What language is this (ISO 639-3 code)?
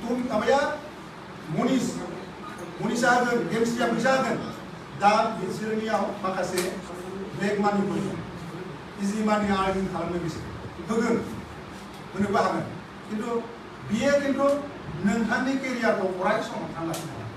brx